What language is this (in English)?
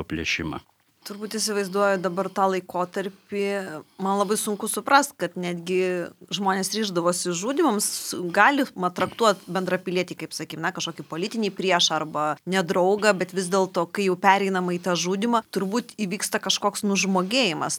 Lithuanian